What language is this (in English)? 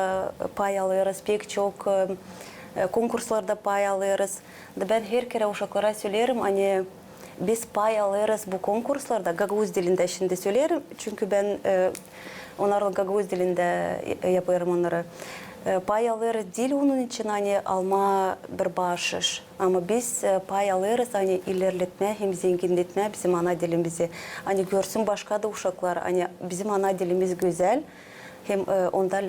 Gagauz